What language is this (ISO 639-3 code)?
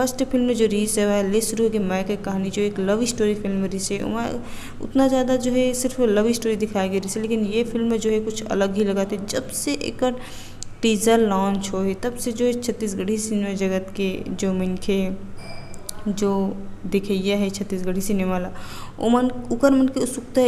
hne